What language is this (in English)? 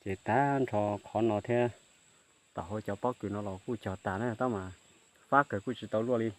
Hmong